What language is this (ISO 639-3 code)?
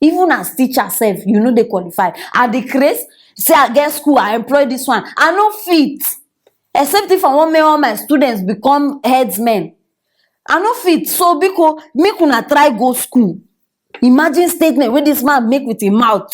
pcm